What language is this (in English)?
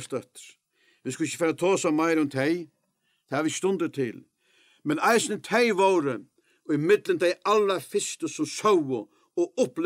Faroese